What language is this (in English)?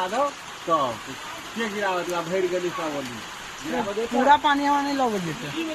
Maithili